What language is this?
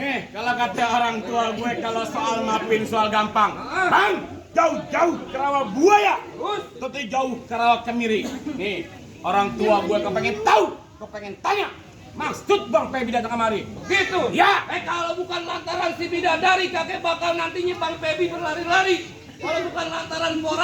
Betawi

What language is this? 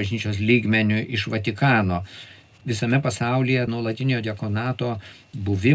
Lithuanian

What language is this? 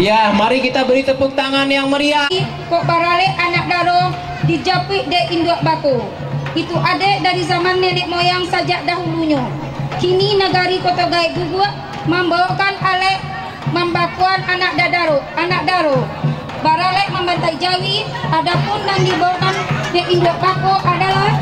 Minangkabau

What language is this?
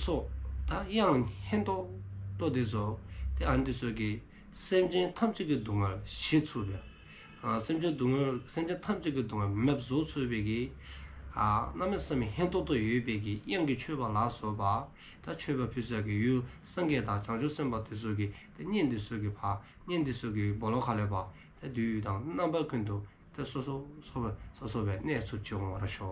Dzongkha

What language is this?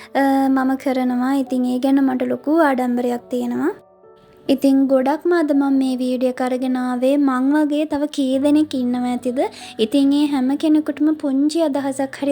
Sinhala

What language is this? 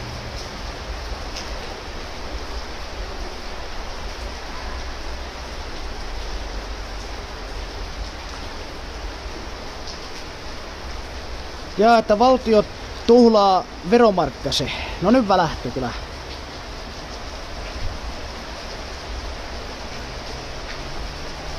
Finnish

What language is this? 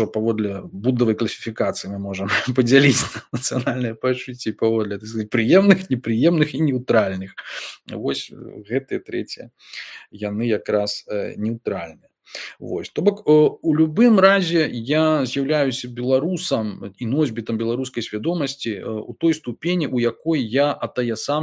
Belarusian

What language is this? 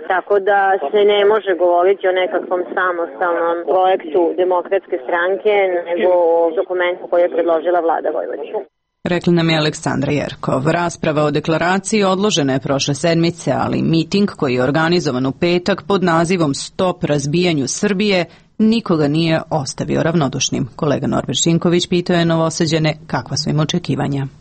Serbian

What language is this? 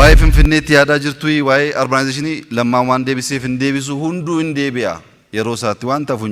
Oromo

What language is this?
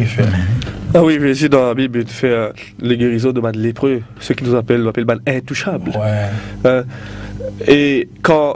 Morisyen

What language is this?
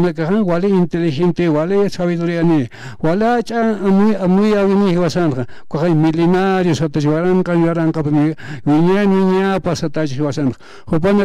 Aymara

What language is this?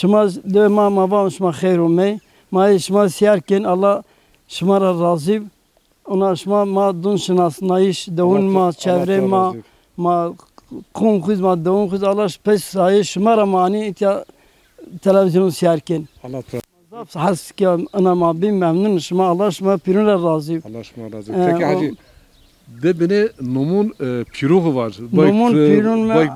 Zaza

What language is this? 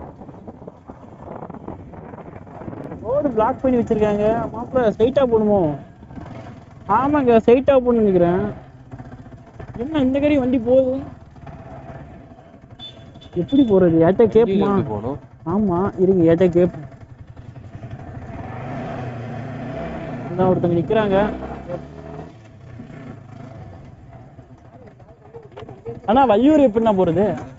Tamil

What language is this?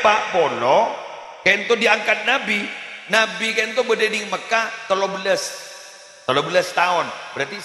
Madurese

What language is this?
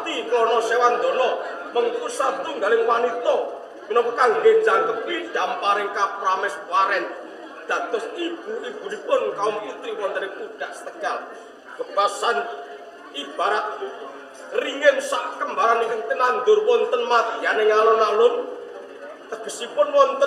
Javanese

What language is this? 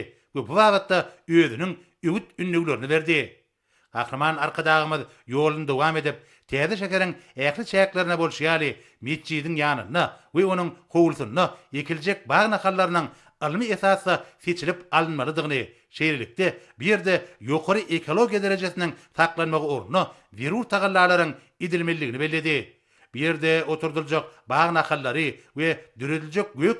Turkmen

